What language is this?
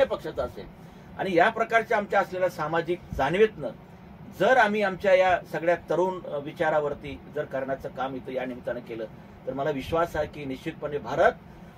Marathi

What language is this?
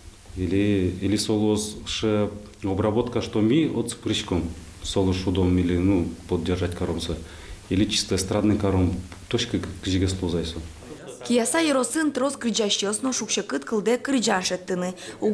Udmurt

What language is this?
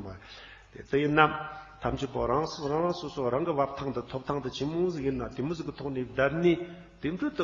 Tibetan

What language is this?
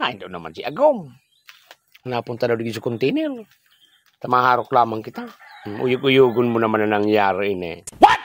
Bikol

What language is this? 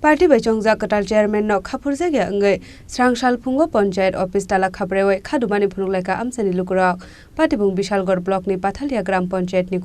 Kok Borok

